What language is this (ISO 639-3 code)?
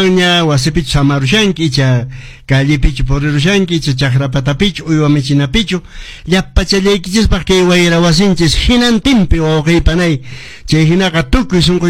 que